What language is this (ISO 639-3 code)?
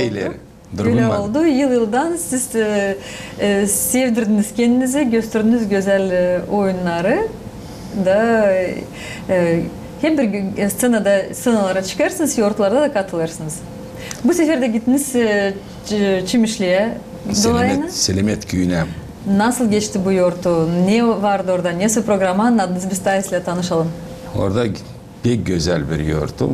gag